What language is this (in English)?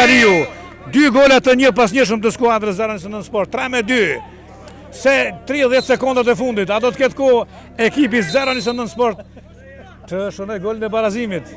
Albanian